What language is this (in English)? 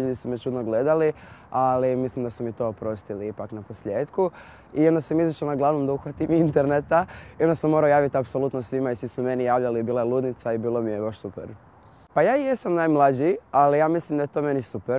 Croatian